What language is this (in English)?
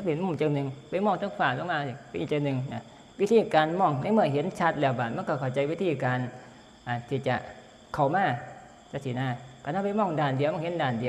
Northeastern Thai